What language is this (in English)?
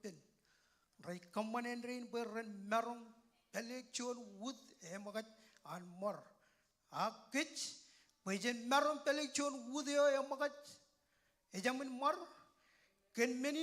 Marshallese